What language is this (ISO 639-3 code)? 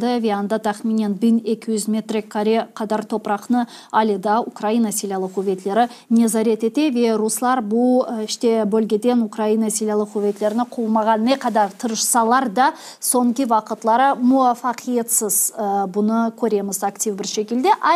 crh